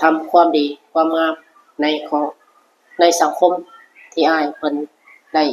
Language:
Lao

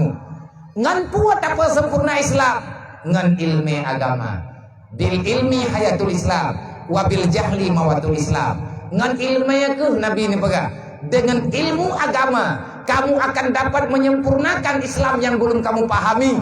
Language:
Achinese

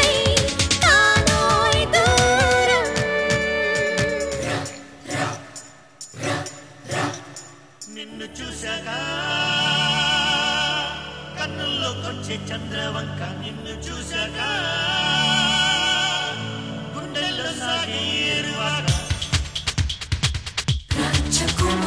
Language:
Telugu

